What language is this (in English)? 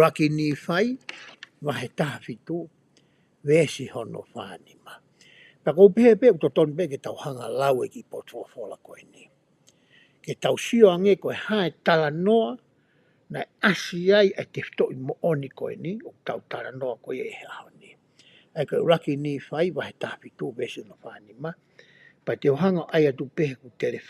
Tongan